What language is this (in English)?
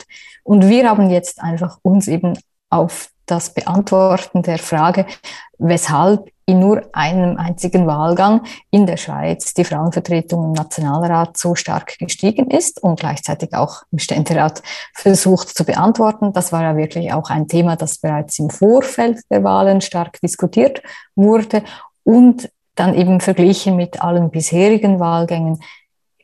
German